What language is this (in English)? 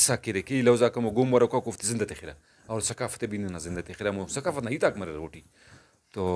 Brahui